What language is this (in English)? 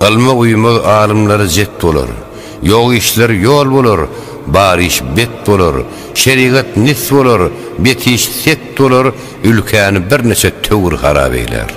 Turkmen